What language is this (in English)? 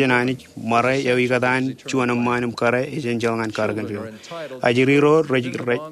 Marshallese